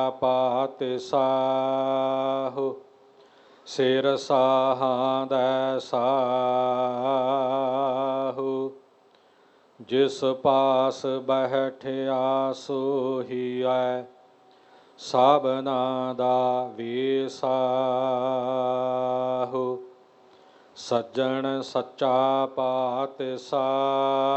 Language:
Punjabi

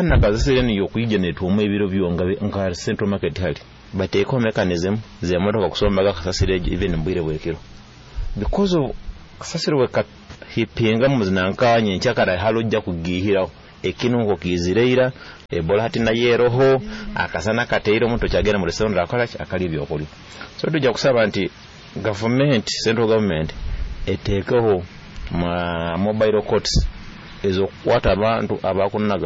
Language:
Nyoro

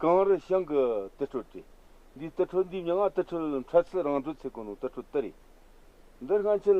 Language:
Tibetan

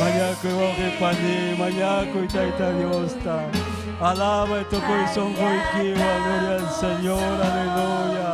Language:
Ayacucho Quechua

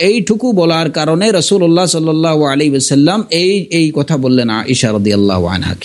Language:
Bangla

